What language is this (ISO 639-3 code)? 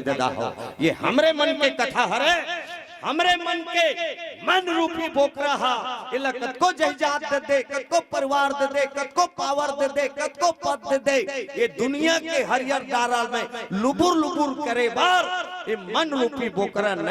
hne